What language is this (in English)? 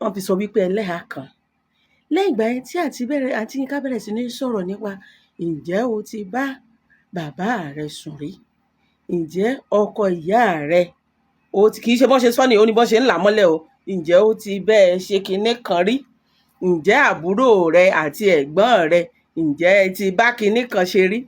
Yoruba